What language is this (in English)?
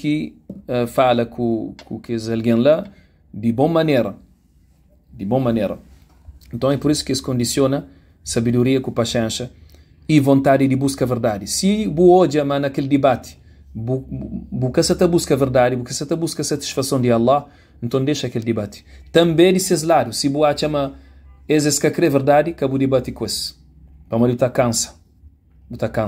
Kabuverdianu